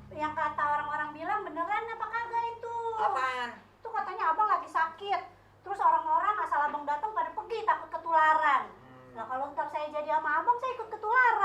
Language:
Betawi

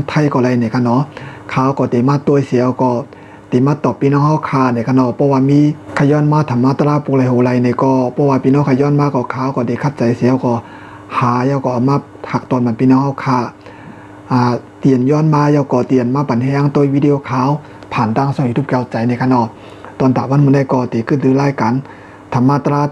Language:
Shan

